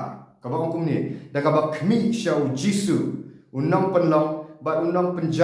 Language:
Khasi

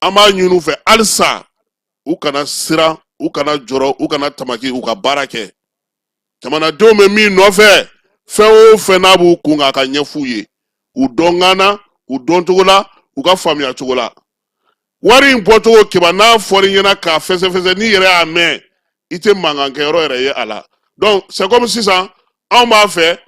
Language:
Bambara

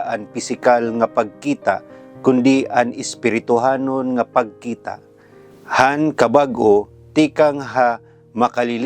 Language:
Waray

